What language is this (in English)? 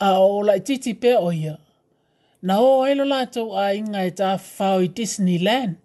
Samoan